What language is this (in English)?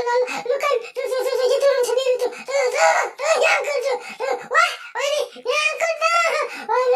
Betawi